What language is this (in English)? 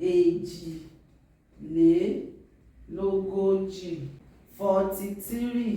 Yoruba